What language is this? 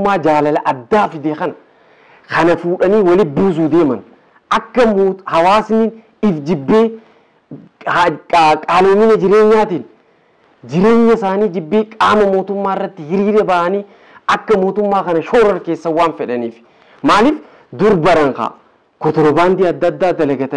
Oromo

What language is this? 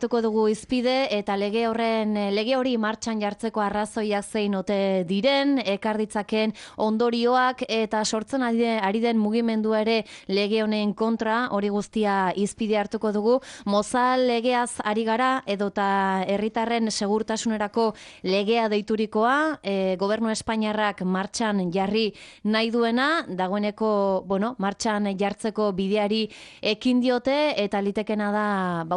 Basque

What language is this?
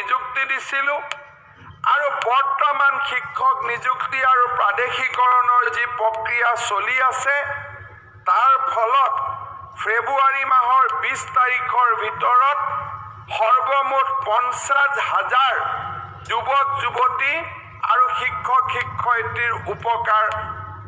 Assamese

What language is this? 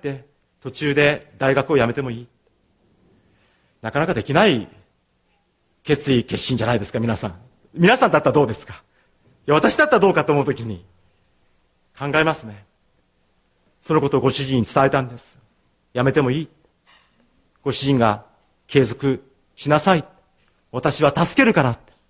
Japanese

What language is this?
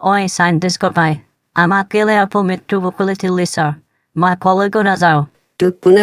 Assamese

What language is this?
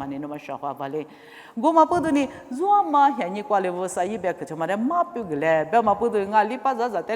Lisu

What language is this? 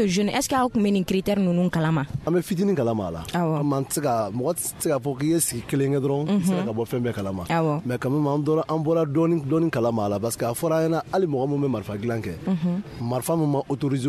Bambara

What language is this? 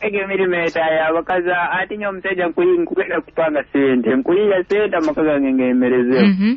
Nyoro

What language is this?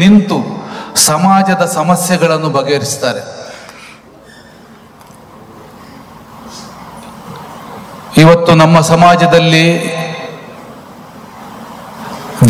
Kannada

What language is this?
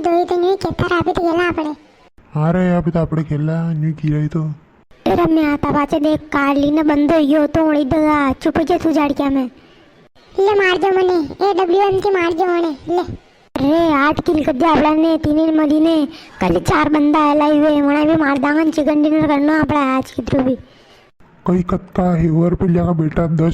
Rajasthani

